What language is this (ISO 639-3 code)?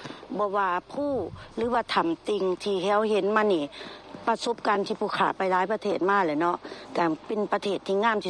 lao